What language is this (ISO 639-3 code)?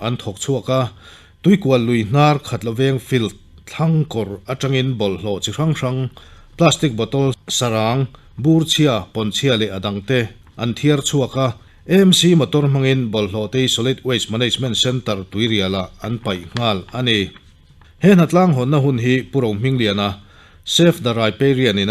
lus